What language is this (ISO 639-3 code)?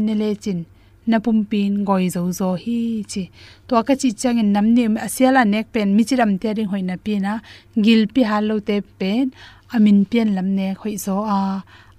ctd